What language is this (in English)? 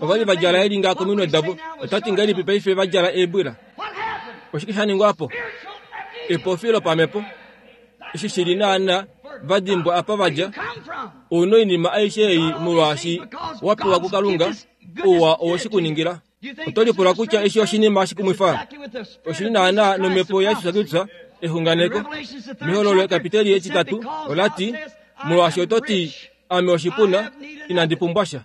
Kuanyama